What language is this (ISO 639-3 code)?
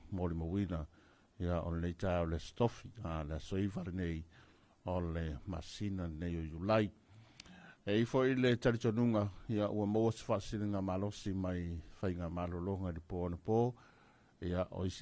smo